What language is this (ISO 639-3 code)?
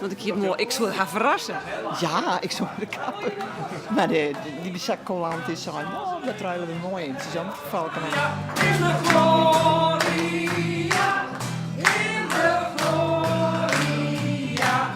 fry